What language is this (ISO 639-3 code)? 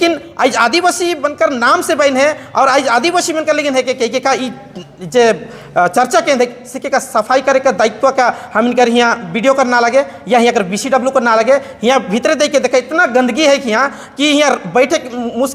sck